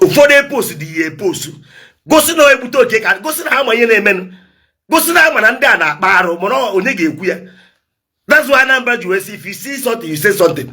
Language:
Igbo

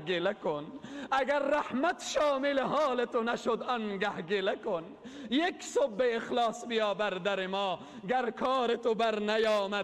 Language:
Persian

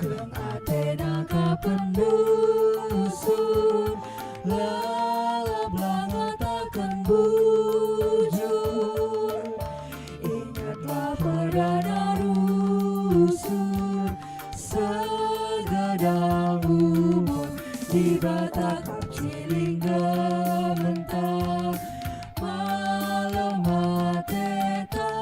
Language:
Batak Karo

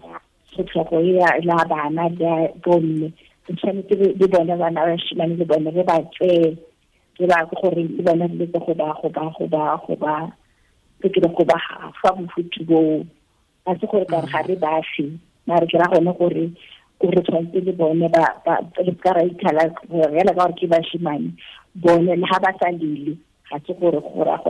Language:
Tswana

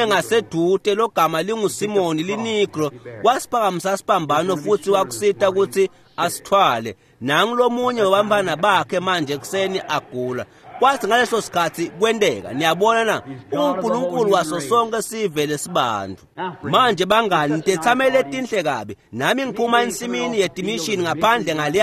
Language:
Swati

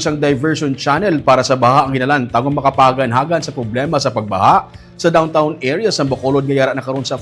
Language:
Hiligaynon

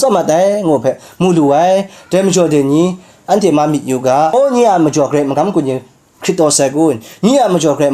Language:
Kachin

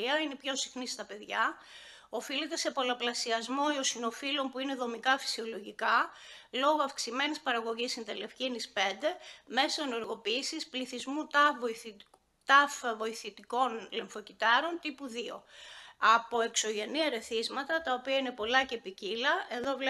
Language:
Greek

